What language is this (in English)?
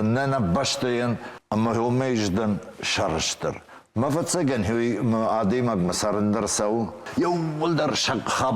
Ossetic